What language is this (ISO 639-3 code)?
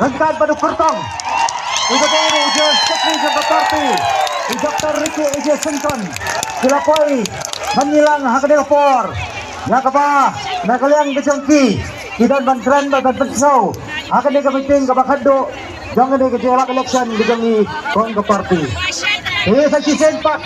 kha